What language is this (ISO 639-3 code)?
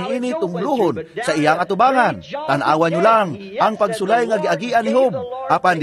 ceb